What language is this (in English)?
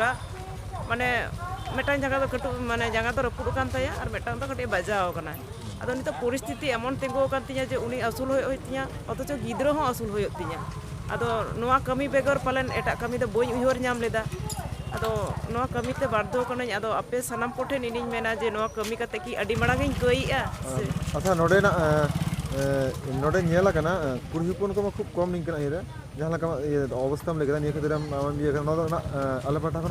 Santali